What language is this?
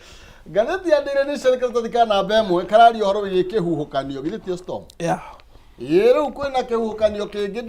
Kikuyu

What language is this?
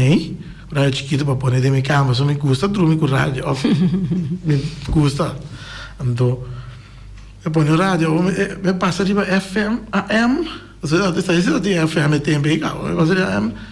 Papiamento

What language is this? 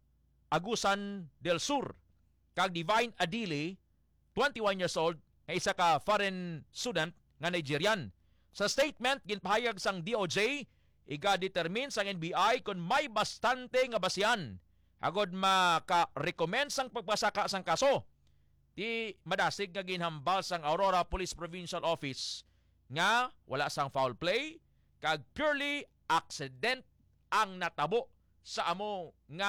Hiligaynon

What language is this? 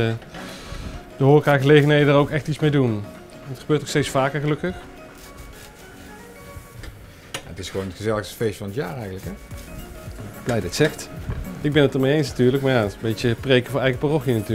Dutch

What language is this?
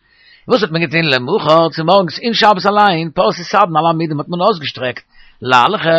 Yiddish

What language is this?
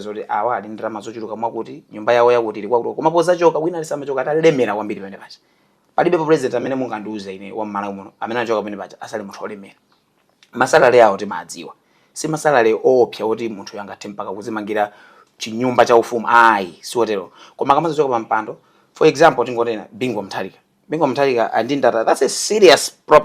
Nyanja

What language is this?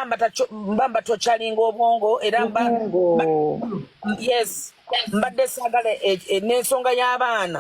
Ganda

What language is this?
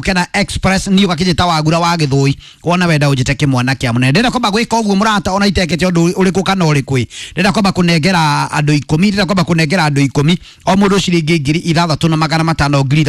Kikuyu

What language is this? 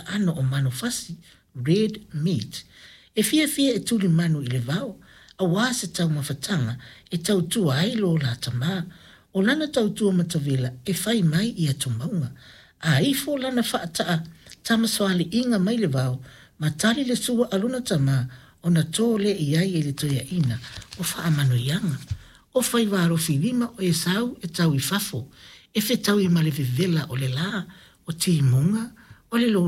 Samoan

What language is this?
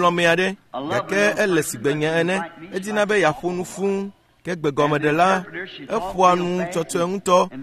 Ewe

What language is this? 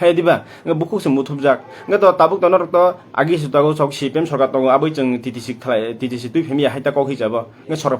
Kok Borok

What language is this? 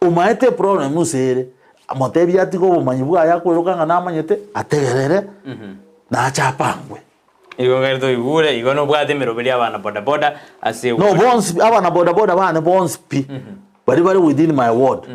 Gusii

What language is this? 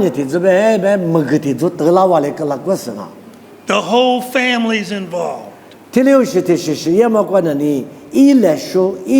Lisu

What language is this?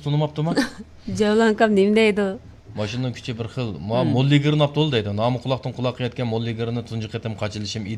Uyghur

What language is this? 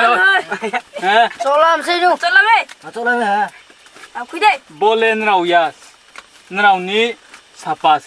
Riang (India)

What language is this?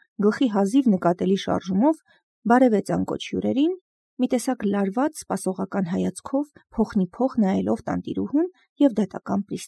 Armenian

